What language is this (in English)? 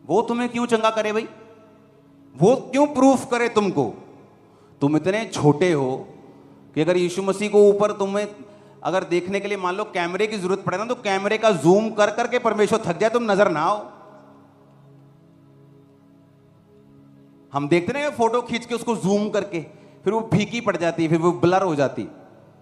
Hindi